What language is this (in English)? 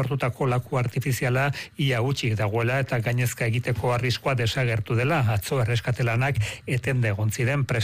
Basque